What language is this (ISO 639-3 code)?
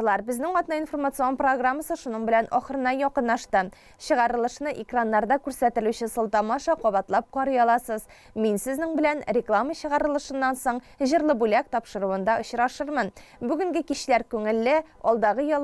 tat